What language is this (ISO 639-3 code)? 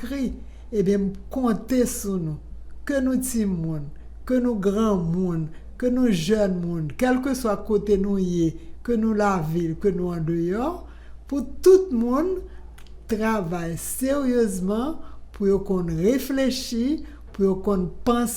hat